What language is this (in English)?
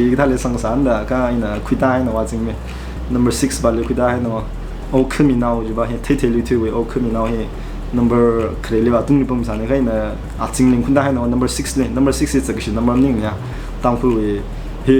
Tangkhul Naga (India)